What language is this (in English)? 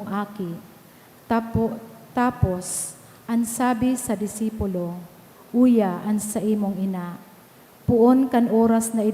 Bikol